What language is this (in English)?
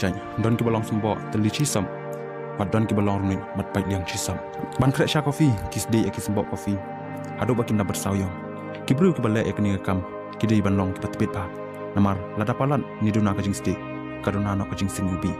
Khasi